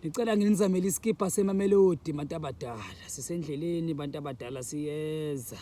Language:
Zulu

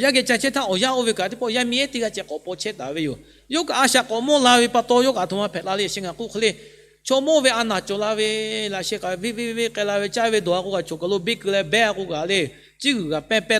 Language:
Lahu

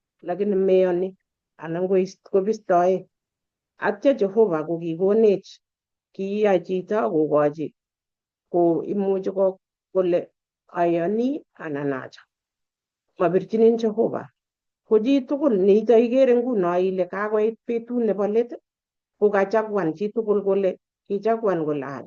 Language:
Kalenjin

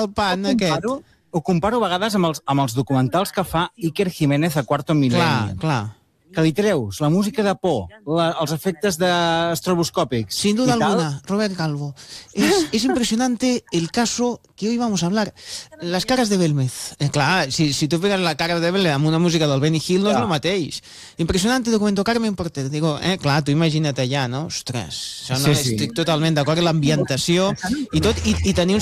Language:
Catalan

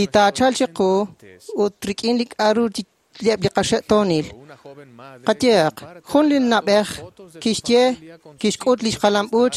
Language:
Kekchí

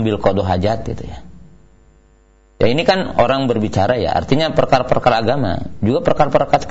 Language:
Indonesian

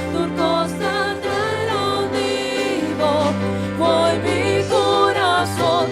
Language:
Papiamento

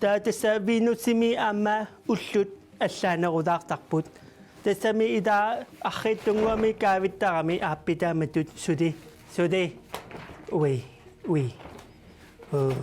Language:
Kalaallisut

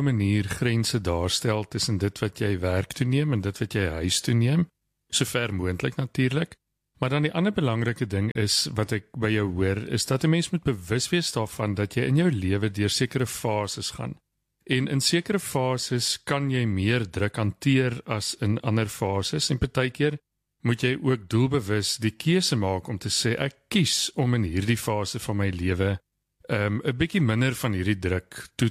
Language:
Afrikaans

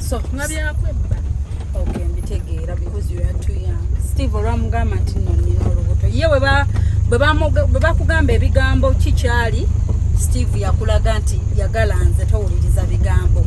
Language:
Ganda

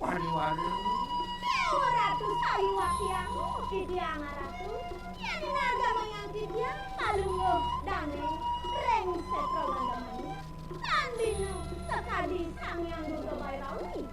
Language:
Balinese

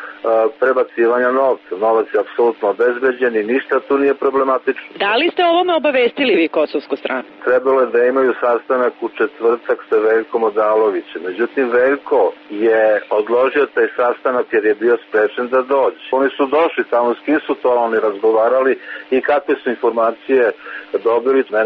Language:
Serbian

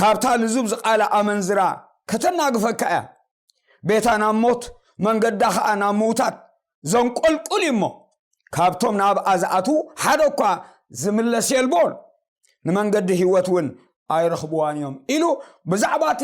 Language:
Tigrinya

